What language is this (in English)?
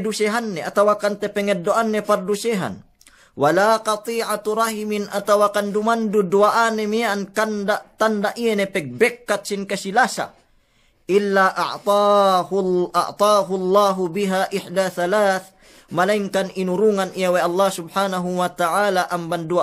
Yakan